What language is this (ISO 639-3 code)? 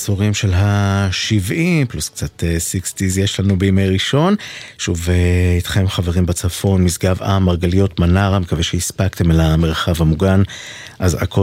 heb